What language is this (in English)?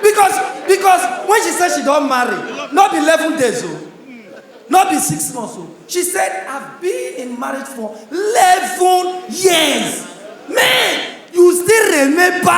Nigerian Pidgin